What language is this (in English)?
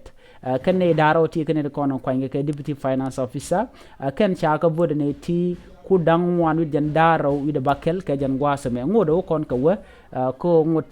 Nuer